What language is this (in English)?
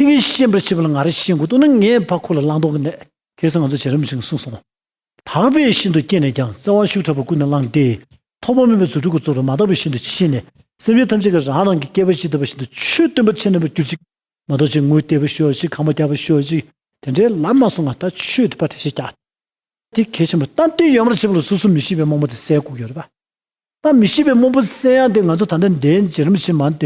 Tibetan